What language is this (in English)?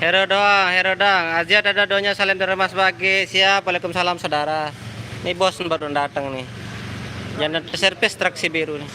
Sasak